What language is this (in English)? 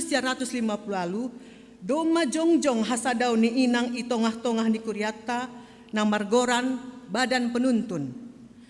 Batak Simalungun